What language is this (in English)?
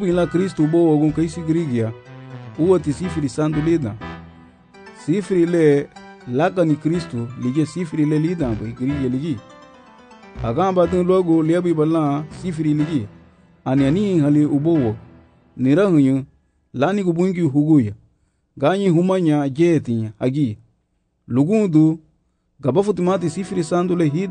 Garifuna